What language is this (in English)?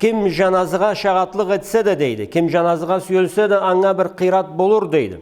Karachay-Balkar